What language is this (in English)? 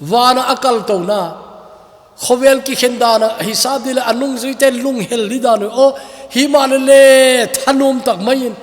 Thado Chin